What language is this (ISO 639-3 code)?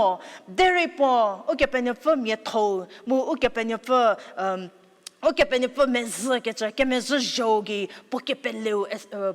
njm